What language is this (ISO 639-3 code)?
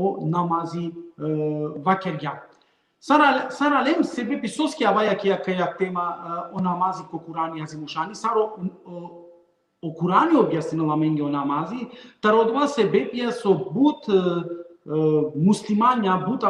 rmn